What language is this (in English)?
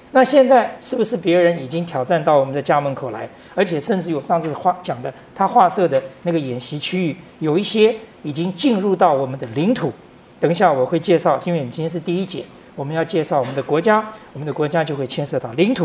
Chinese